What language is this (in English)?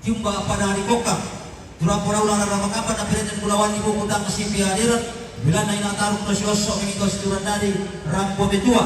Toraja-Sa'dan